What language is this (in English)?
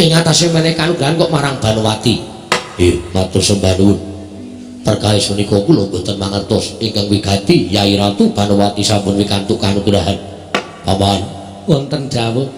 Javanese